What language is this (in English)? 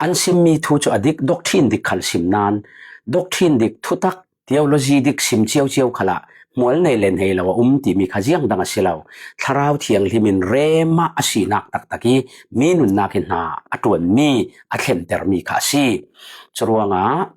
Falam Chin